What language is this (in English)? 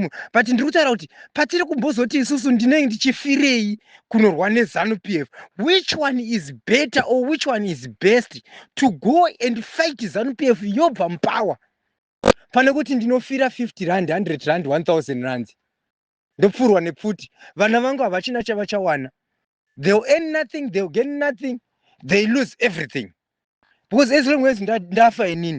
Shona